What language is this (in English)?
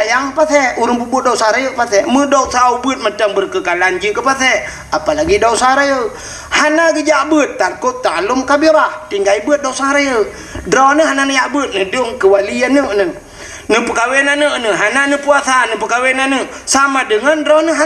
Achinese